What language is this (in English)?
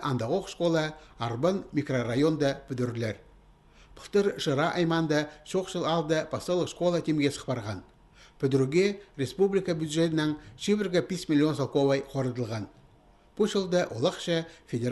Khakas